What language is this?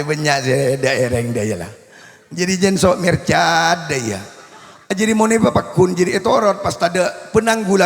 Madurese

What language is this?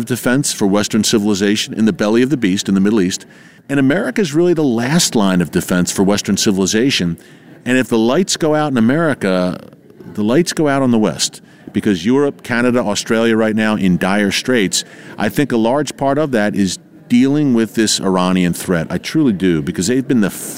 English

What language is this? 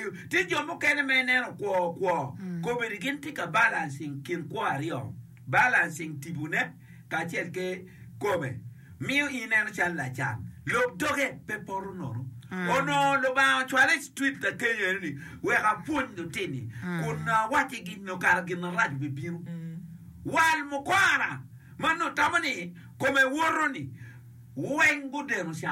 Acoli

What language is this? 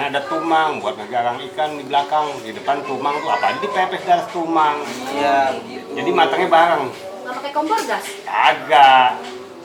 Betawi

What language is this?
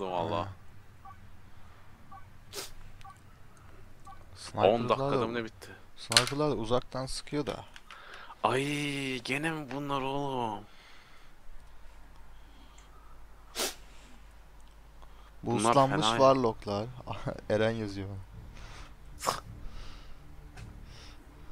Turkish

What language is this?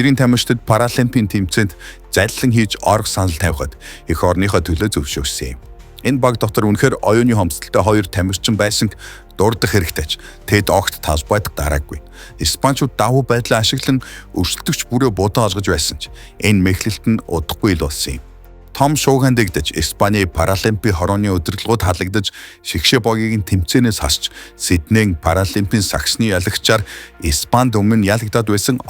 Mongolian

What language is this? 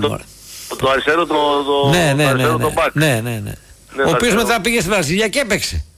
Greek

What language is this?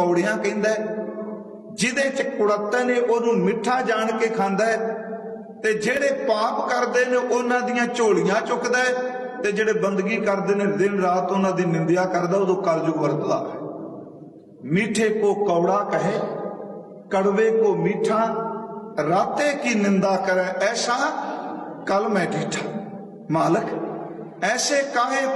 Punjabi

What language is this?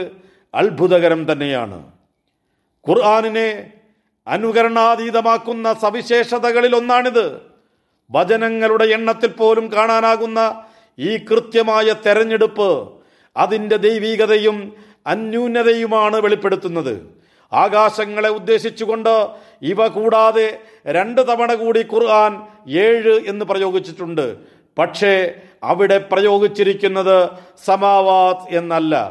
Malayalam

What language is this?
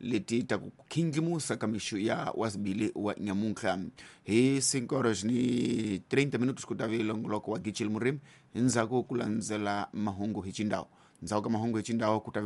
Tsonga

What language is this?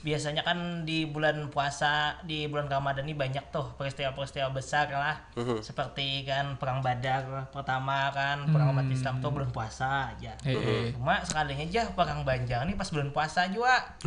Banjar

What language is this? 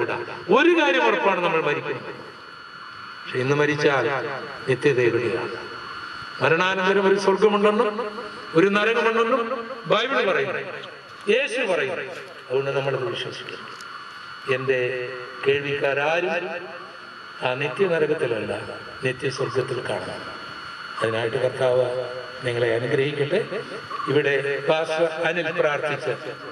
Malayalam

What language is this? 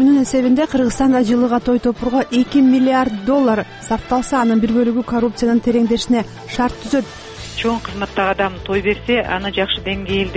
Kyrgyz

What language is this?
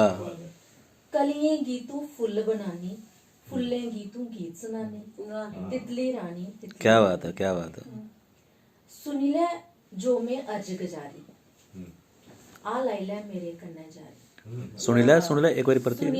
Dogri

